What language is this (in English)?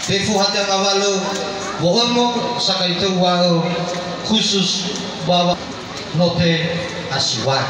Nias